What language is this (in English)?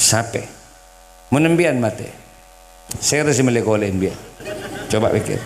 Madurese